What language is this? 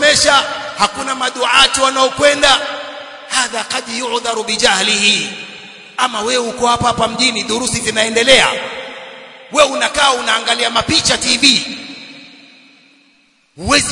Swahili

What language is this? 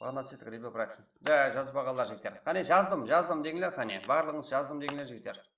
Kara-Kalpak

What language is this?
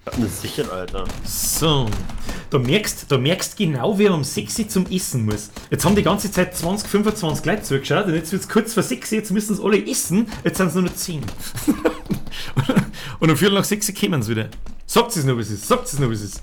Bavarian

